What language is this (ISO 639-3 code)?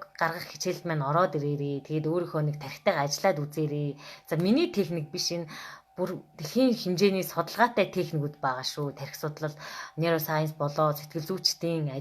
mon